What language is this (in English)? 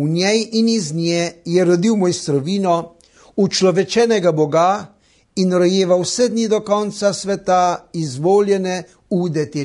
Slovenian